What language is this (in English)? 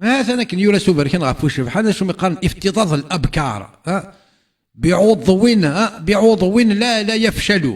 Kabyle